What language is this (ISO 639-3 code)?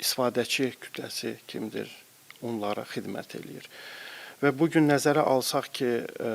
aze